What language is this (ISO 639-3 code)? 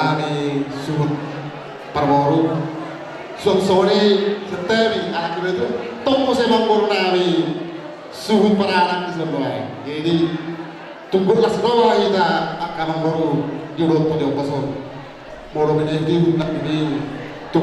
bbc